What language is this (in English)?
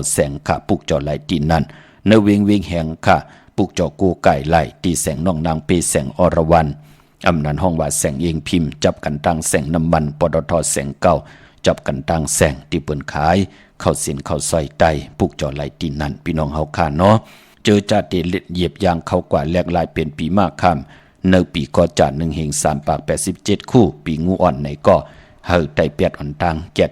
Shan